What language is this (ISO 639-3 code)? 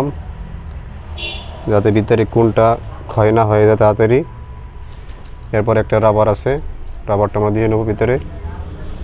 ben